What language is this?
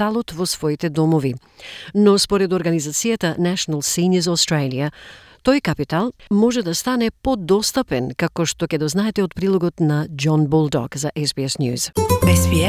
Macedonian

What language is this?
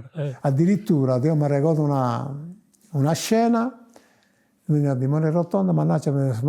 Sardinian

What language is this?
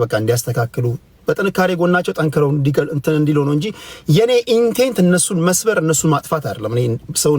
Amharic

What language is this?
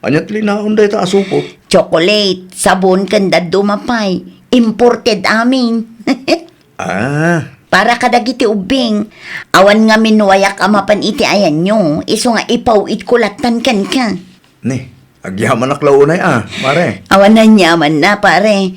Iloko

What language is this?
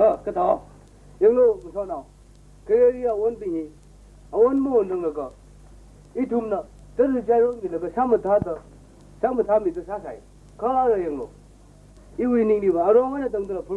Tangkhul Naga (India)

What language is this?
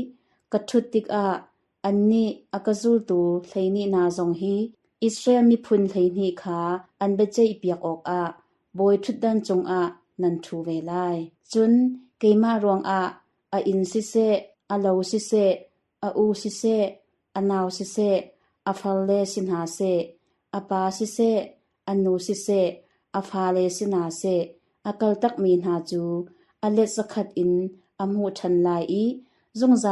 Hakha Chin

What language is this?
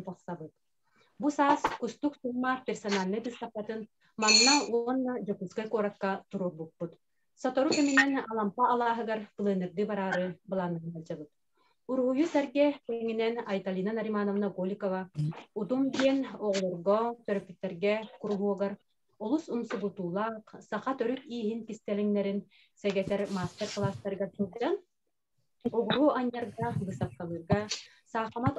Yakut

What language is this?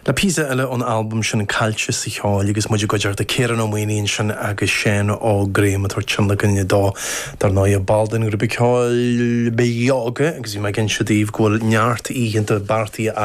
Irish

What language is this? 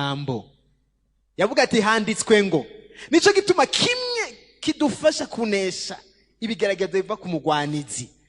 Rundi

